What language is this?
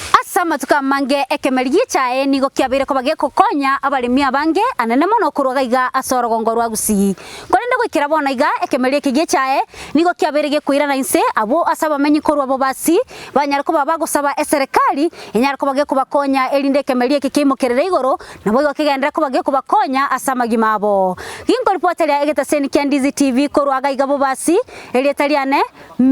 Gusii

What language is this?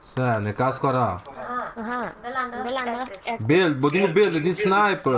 Papiamento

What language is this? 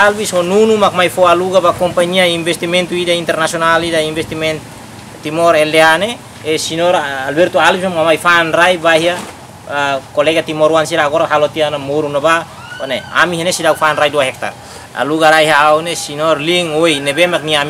Tetum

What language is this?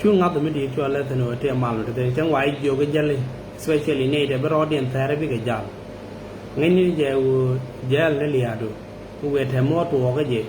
Nuer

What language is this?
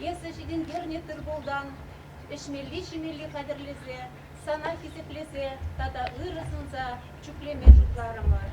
Chuvash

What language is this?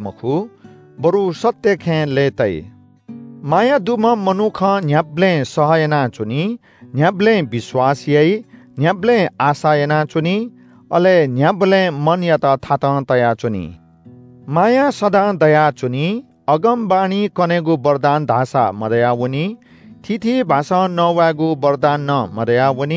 Newari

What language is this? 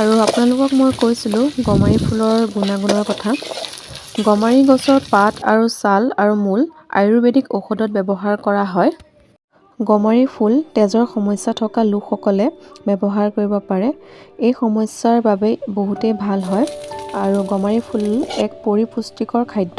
Assamese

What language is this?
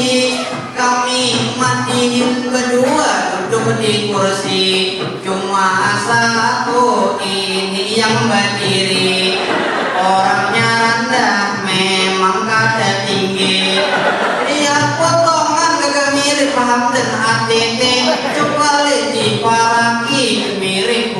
Banjar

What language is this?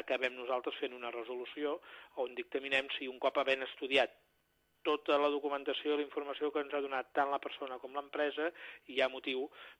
Catalan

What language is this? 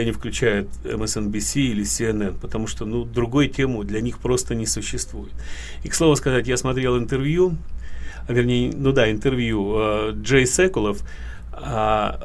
Russian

